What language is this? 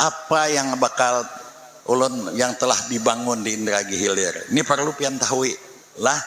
Banjar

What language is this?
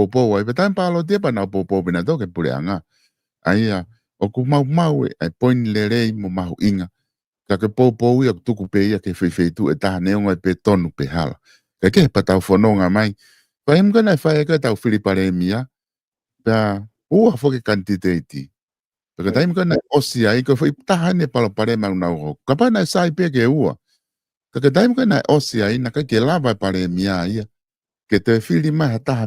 Tongan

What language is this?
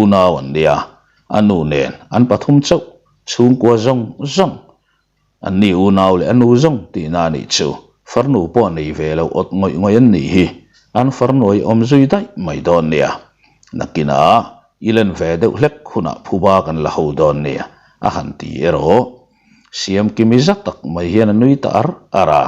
Mizo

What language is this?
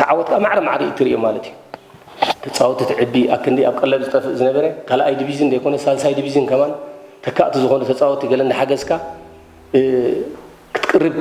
Tigrinya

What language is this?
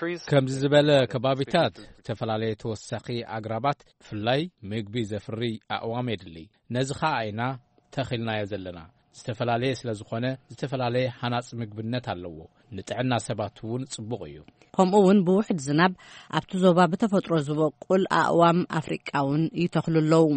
Tigrinya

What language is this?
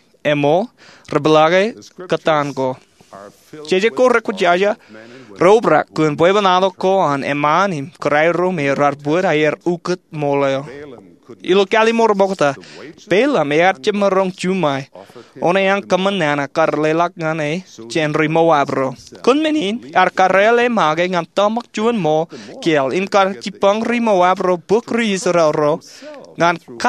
Marshallese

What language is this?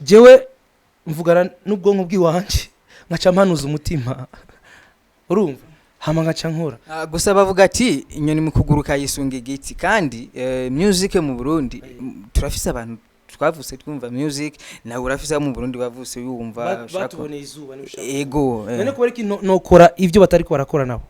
Rundi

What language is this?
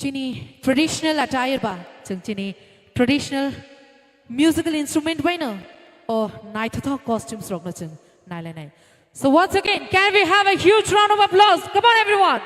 Kok Borok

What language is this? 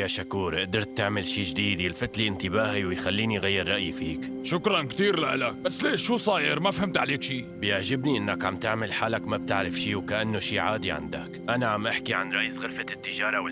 North Levantine Arabic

